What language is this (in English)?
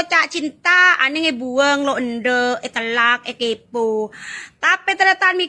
Madurese